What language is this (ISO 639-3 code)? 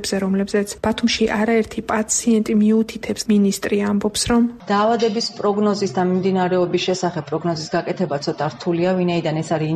kat